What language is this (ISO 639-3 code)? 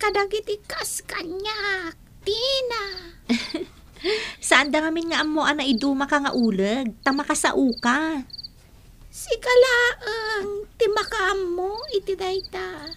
ilo